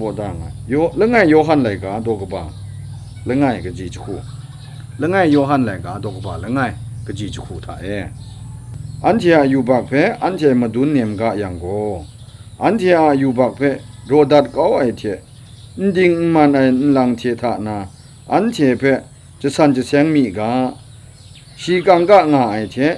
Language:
Kachin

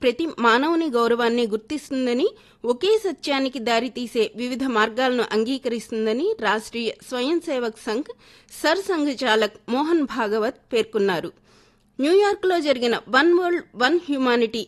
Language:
Telugu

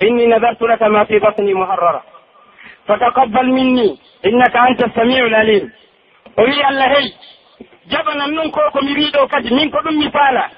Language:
Pular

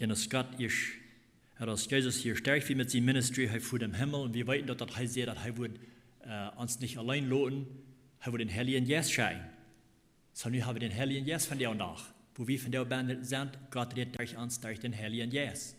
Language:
Plautdietsch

